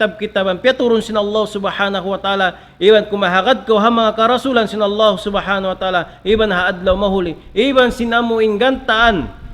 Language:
Tausug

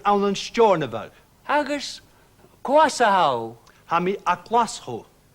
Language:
Scottish Gaelic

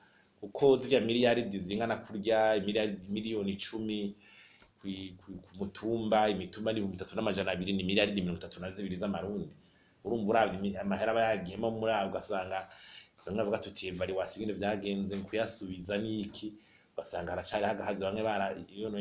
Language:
Rundi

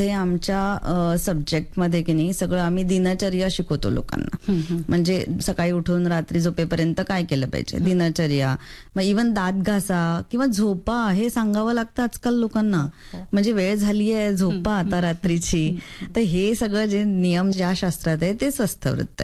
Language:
Marathi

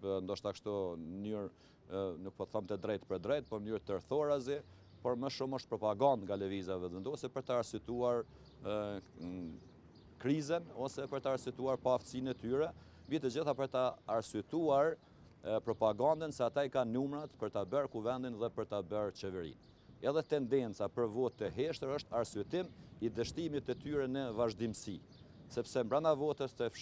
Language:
Albanian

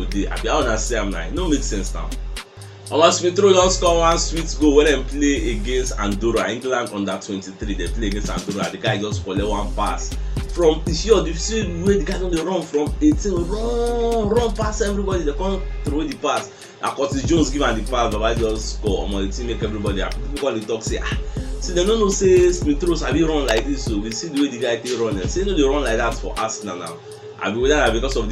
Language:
Nigerian Pidgin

